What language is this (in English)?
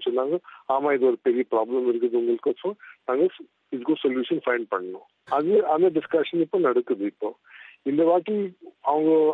Tamil